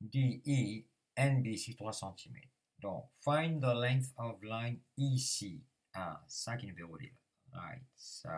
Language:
Morisyen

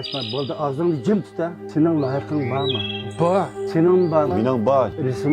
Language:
Uyghur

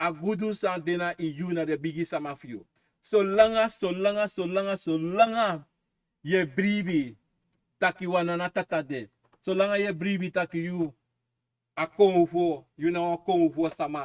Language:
Sranan Tongo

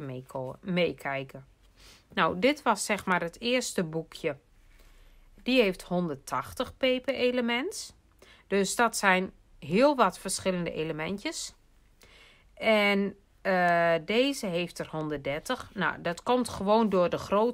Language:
Dutch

